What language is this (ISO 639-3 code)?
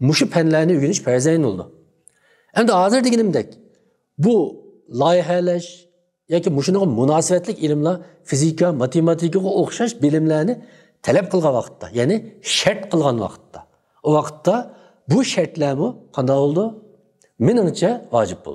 uig